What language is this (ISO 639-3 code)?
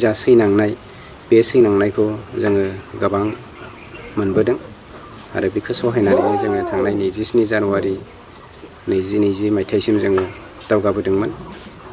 brx